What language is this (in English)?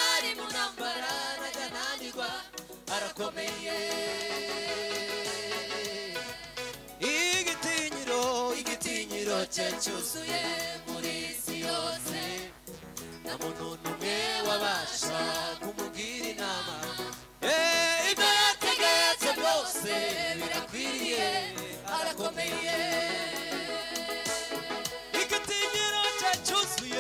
Kinyarwanda